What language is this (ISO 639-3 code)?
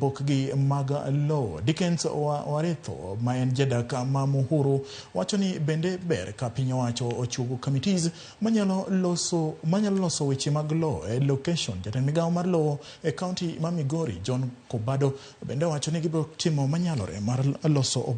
luo